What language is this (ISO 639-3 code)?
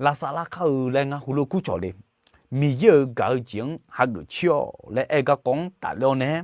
ahk